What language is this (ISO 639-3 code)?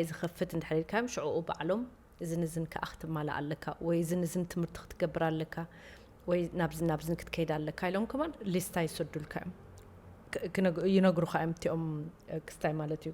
tir